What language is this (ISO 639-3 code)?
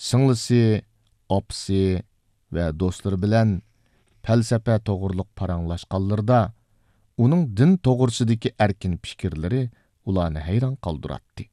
uig